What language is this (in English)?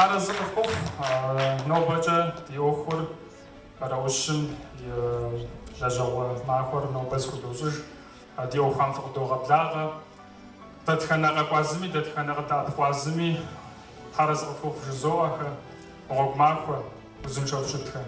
Kabardian